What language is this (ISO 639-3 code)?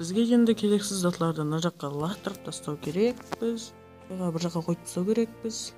kaa